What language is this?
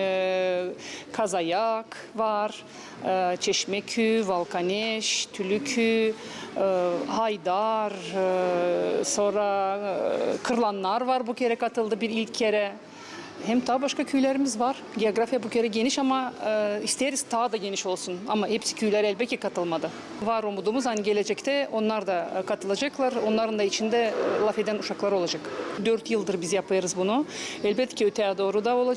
Gagauz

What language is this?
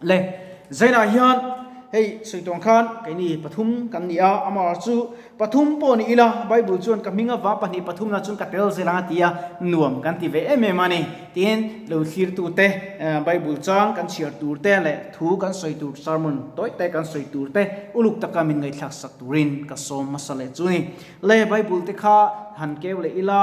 Mizo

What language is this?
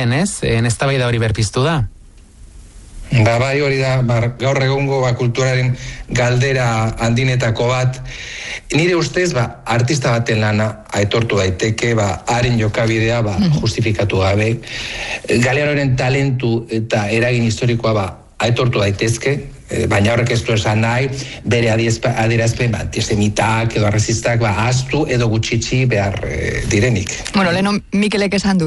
Basque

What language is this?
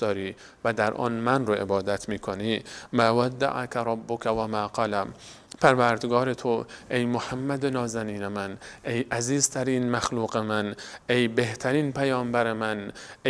Persian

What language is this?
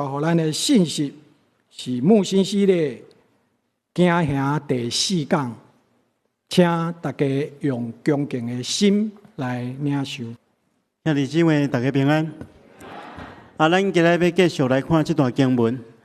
Min Nan Chinese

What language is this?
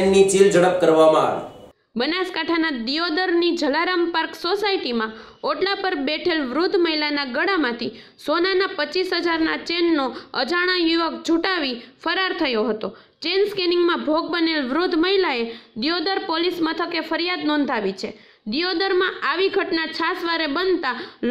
Gujarati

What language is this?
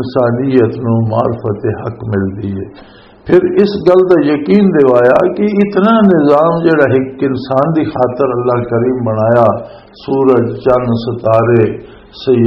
Western Panjabi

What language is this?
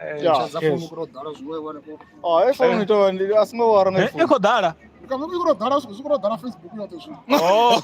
Venda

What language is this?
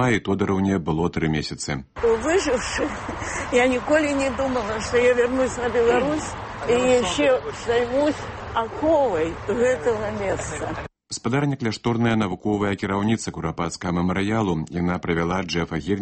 Belarusian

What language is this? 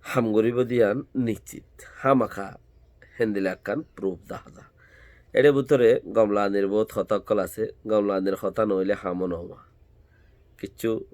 Rohingya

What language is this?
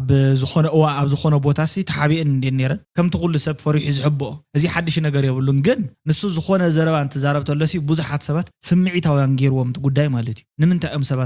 Tigrinya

